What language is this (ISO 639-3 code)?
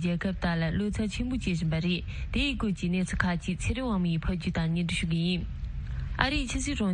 bod